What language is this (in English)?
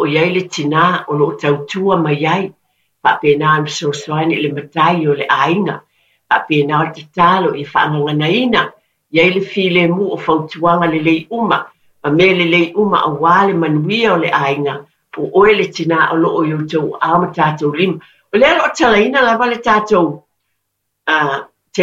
Samoan